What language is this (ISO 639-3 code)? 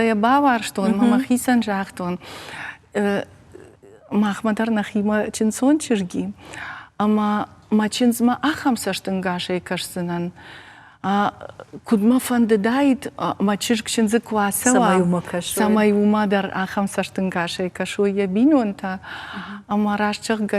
oss